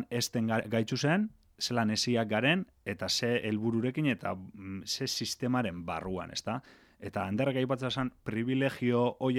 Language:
Basque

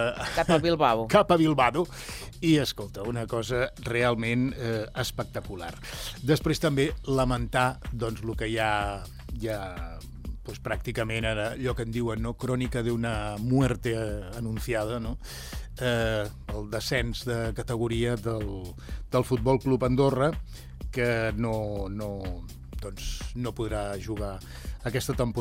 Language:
Catalan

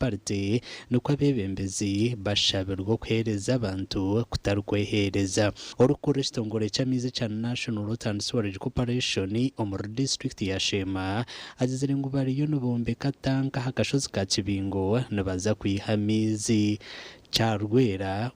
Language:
Nyankole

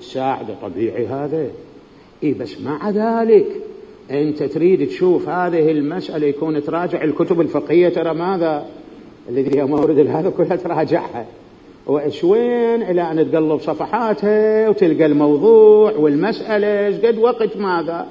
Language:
Mesopotamian Arabic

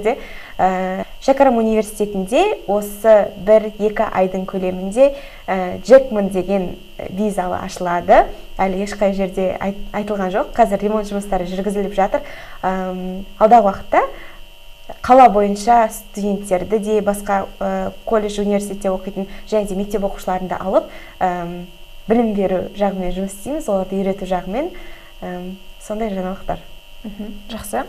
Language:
Kazakh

